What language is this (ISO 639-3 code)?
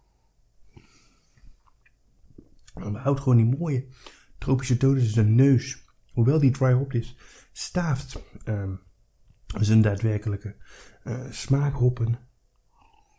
nld